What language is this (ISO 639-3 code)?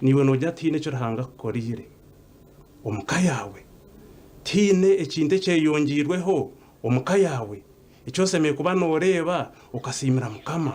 nyn